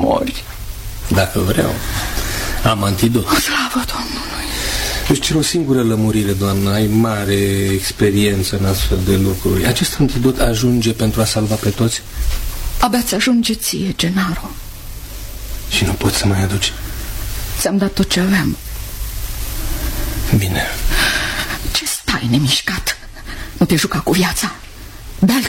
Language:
Romanian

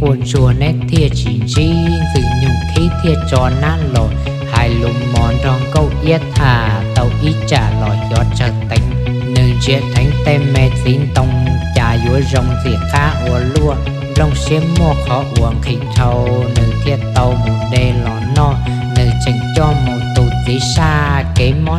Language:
Hmong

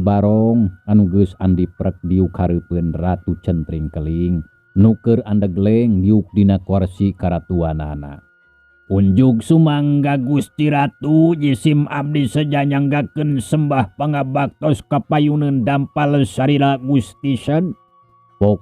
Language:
Sundanese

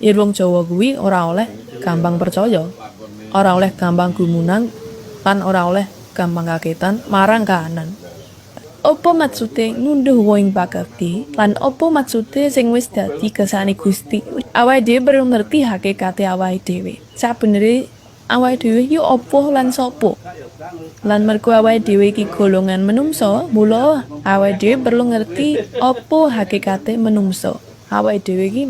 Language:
Javanese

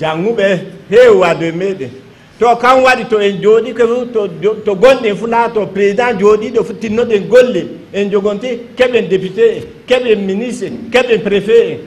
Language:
Fula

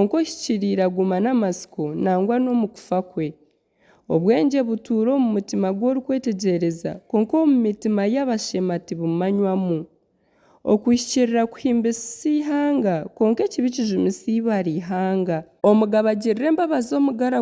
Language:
Nyankole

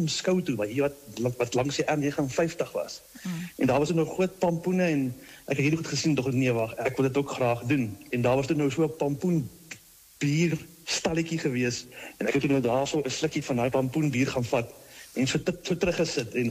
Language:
Afrikaans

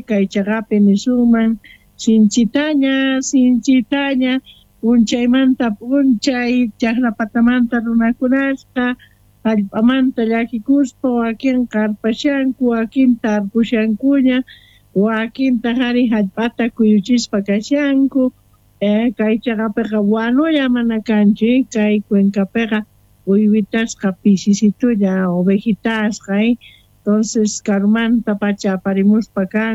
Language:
Quechua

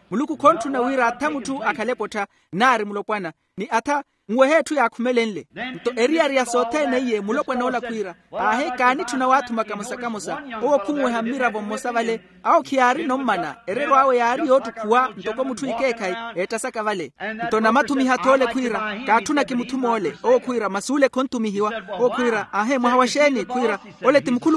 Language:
Makhuwa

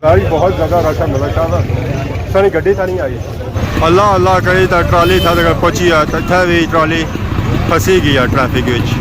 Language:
Pahari-Potwari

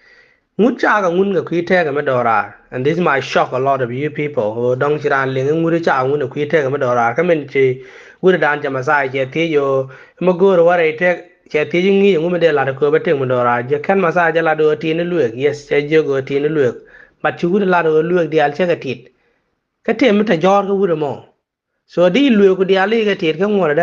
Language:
Nuer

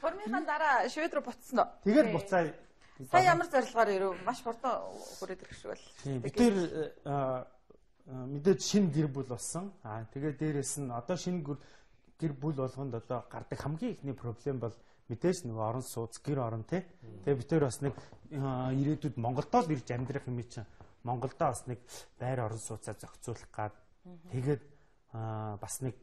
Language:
Mongolian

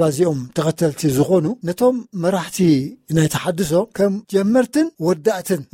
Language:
Tigrinya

